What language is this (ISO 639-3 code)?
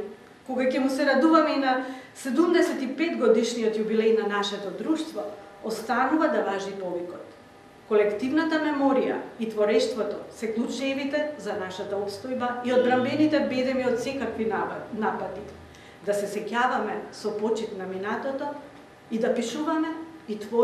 mkd